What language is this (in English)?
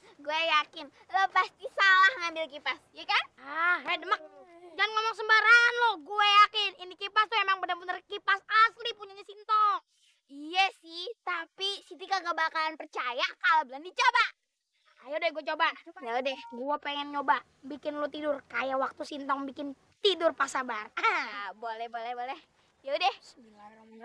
Betawi